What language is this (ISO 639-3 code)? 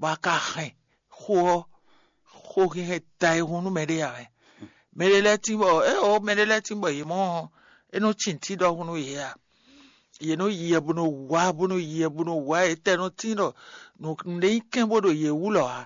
fon